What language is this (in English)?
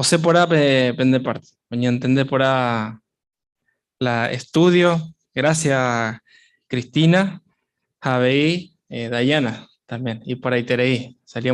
Guarani